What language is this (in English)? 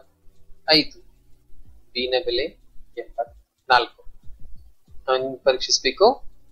Kannada